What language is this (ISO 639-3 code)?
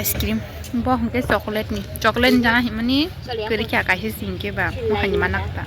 trp